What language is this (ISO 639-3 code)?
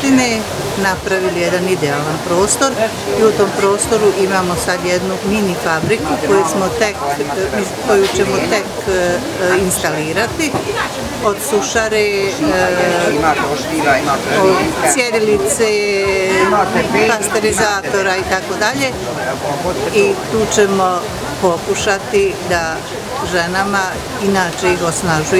bos